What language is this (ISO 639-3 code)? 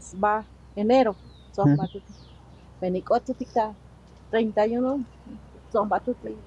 tzo